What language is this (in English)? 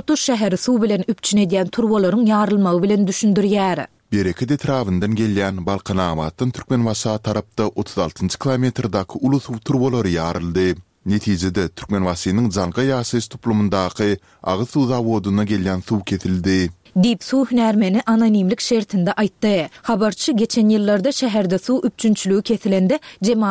Turkmen